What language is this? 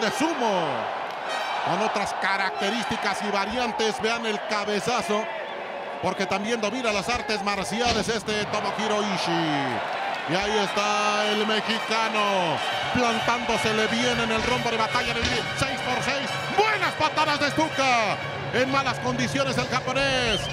Spanish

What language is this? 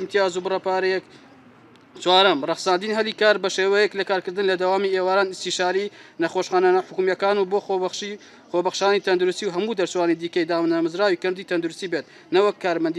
Central Kurdish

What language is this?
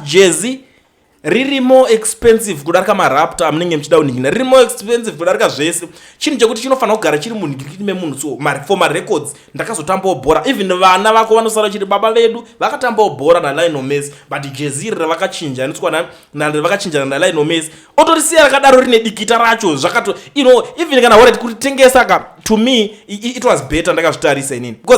Shona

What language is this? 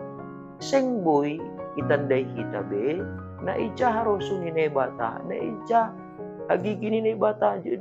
Batak Simalungun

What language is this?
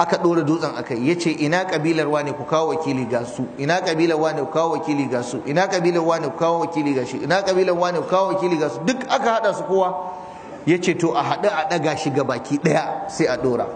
Hausa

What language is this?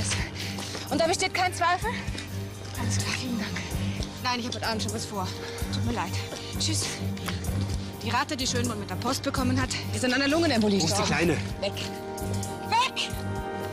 German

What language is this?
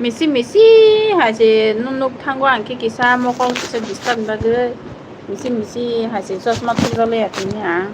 Kok Borok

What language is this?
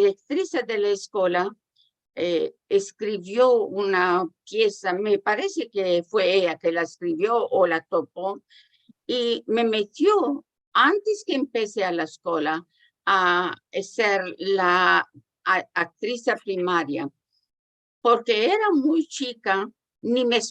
Ladino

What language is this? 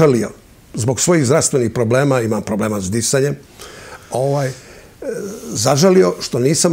Serbian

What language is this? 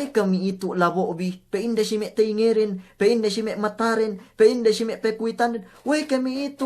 Yakan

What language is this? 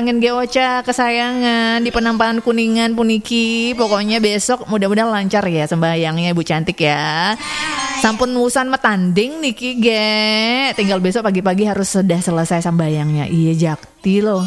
Balinese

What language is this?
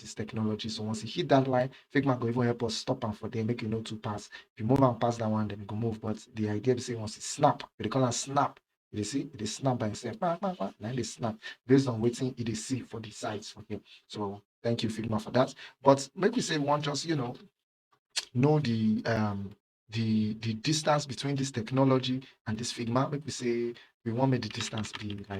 Nigerian Pidgin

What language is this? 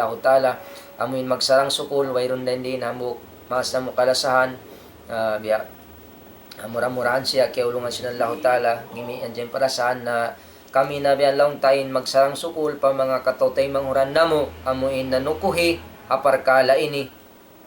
Tausug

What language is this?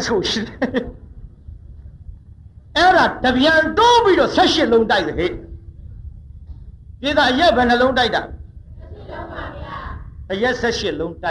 Burmese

